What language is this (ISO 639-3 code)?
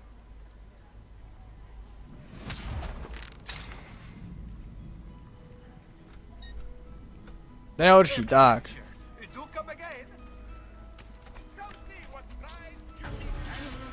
ces